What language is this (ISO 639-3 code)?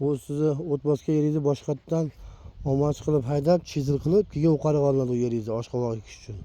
uzb